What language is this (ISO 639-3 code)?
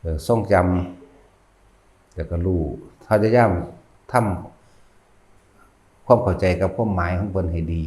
tts